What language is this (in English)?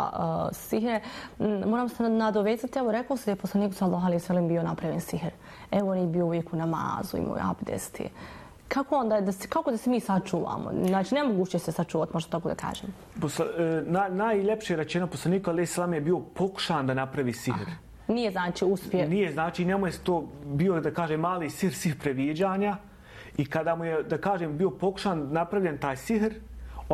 Bosnian